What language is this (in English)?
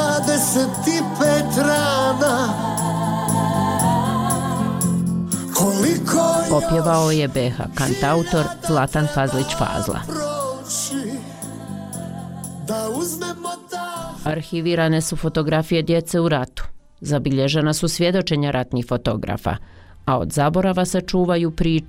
Bosnian